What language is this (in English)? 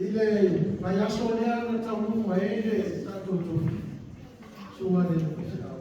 Samoan